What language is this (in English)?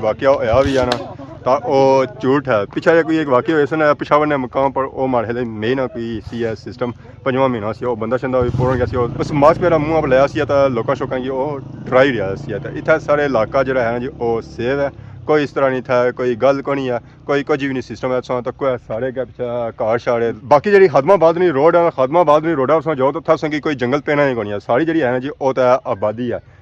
Pahari-Potwari